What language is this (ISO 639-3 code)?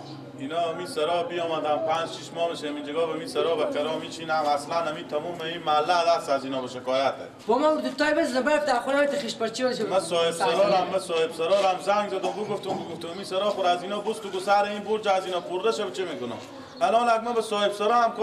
fas